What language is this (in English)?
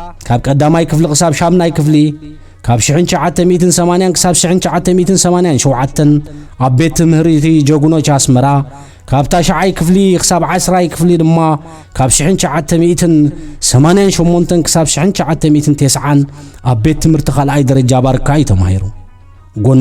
Tigrinya